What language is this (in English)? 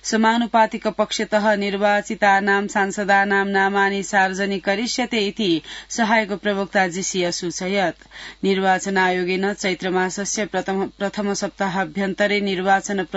Sanskrit